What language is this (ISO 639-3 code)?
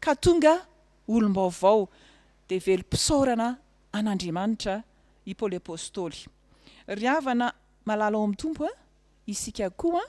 mlg